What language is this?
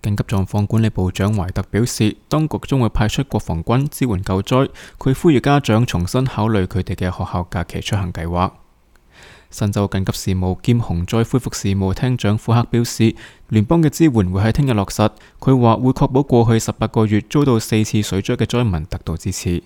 Cantonese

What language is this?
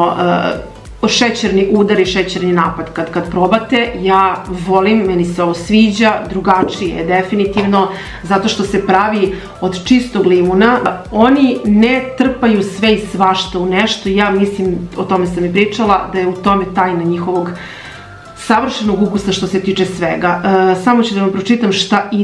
Serbian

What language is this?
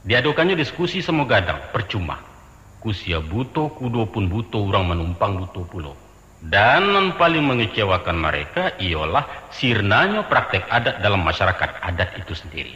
Minangkabau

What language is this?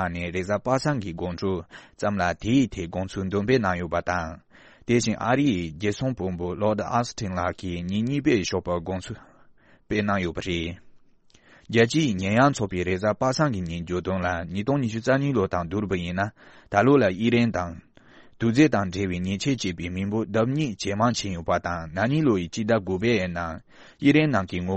Tibetan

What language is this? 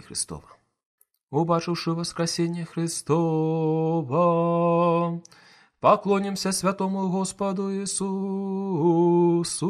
Belarusian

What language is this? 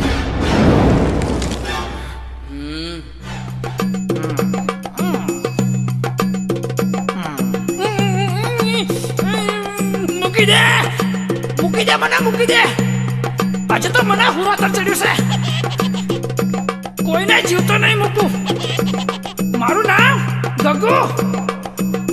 Gujarati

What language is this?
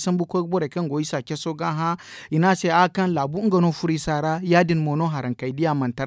Zarma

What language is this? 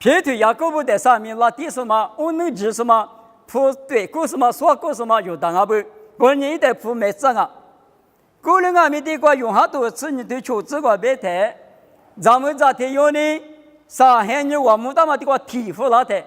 Lisu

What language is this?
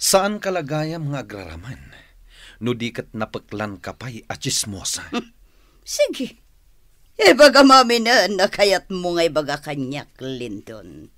Iloko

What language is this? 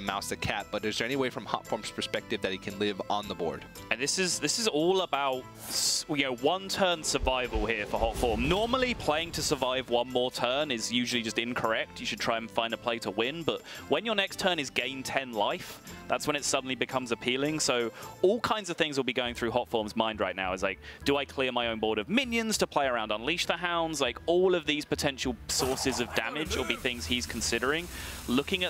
English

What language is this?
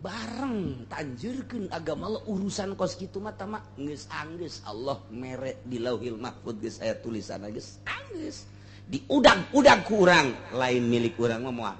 Sundanese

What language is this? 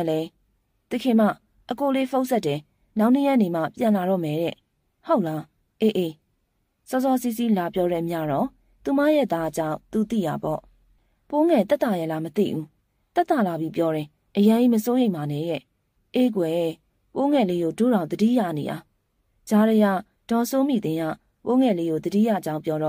Burmese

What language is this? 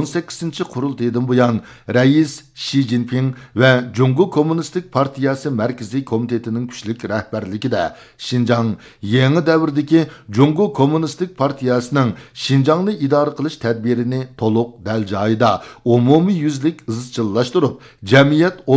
Uyghur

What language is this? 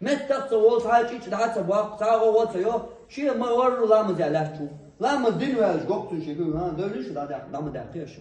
Chechen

